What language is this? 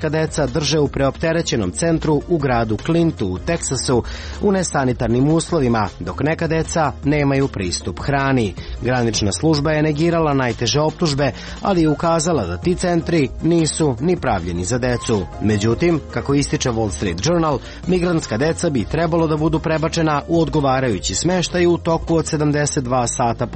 Serbian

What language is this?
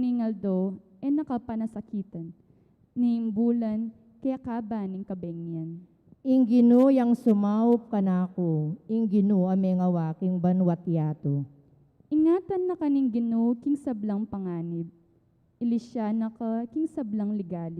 Pampanga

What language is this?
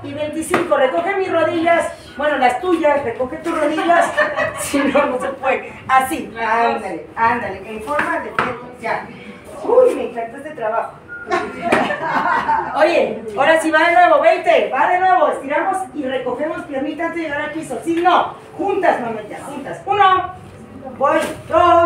Spanish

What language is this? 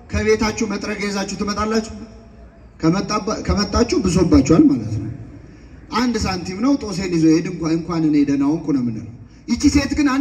Amharic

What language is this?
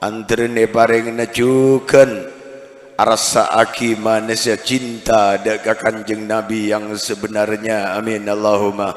Madurese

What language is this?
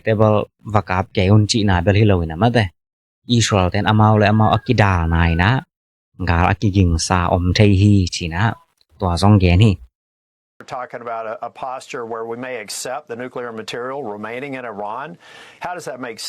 Tedim Chin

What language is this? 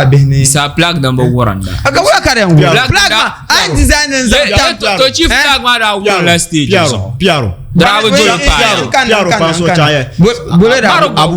Dagbani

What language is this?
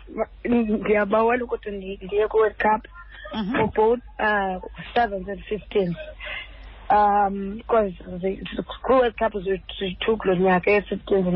Xhosa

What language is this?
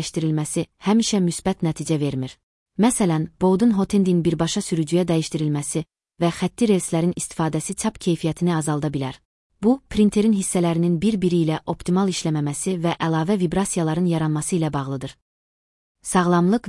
Azerbaijani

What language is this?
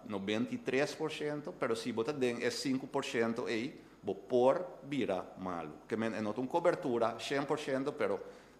Papiamento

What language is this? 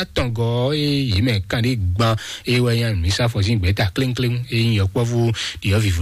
Fon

